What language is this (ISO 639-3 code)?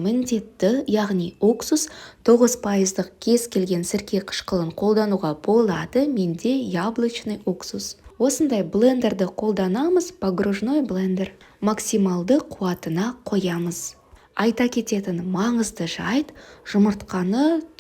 kaz